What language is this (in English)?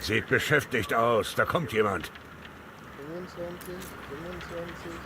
Bavarian